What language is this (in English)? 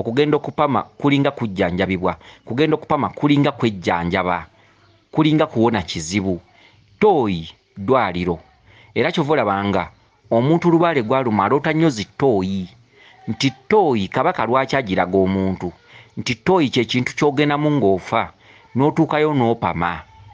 Ganda